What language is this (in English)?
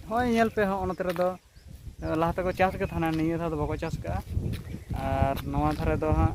Santali